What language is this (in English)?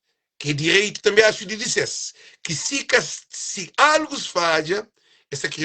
Kabuverdianu